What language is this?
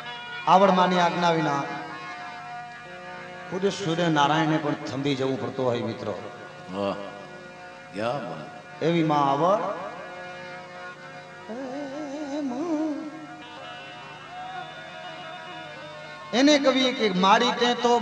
Gujarati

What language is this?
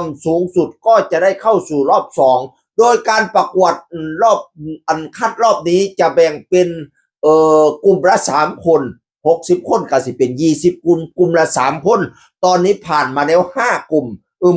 Northeastern Thai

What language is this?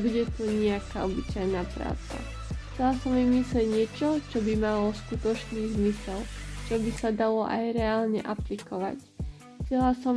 Slovak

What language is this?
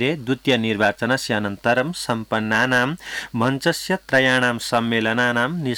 Sanskrit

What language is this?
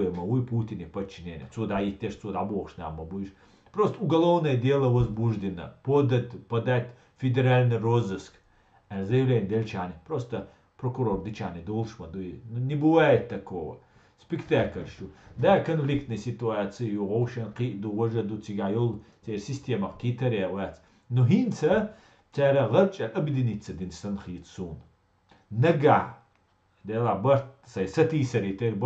Chechen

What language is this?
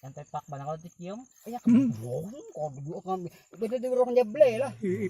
Banjar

